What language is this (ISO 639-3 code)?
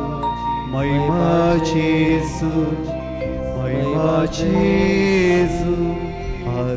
kok